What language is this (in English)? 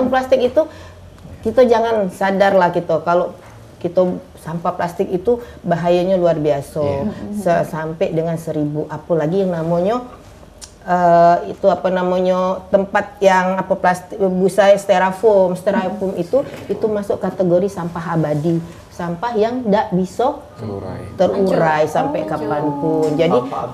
Musi